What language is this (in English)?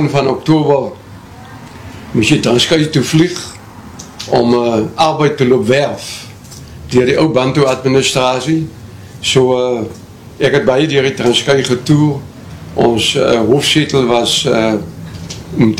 Afrikaans